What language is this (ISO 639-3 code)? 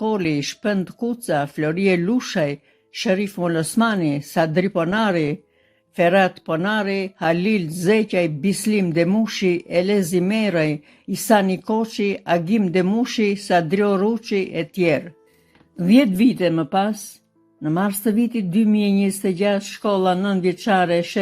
sqi